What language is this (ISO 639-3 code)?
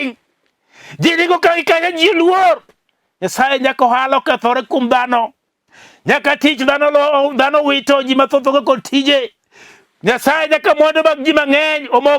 luo